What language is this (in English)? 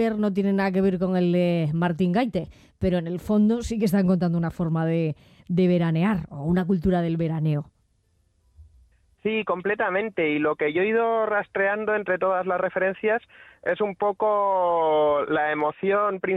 Spanish